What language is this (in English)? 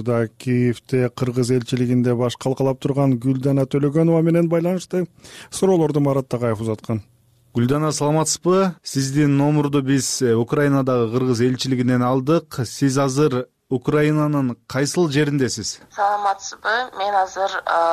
Kyrgyz